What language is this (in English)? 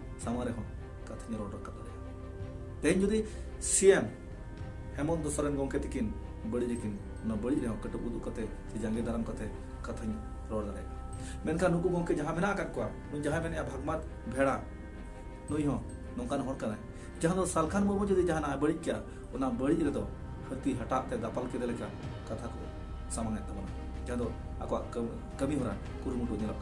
Santali